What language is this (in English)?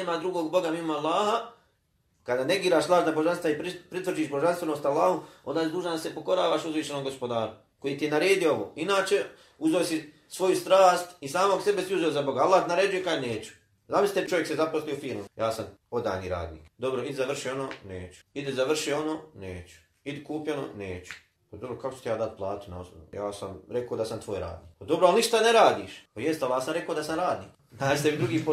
Bosnian